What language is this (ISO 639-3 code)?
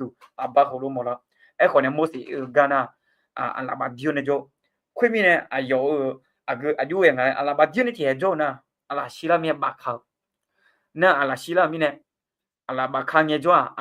ahk